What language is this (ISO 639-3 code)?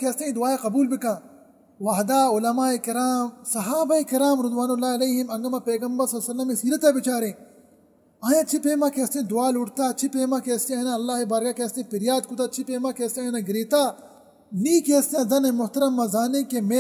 bal